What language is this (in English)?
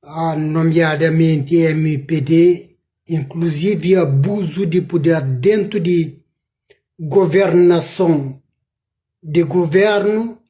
Kabuverdianu